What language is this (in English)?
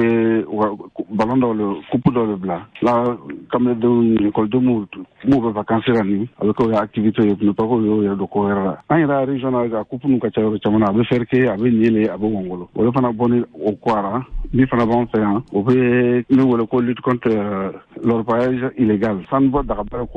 Bambara